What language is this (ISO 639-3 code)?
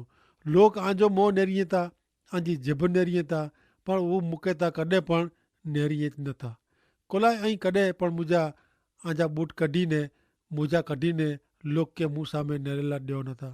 kfr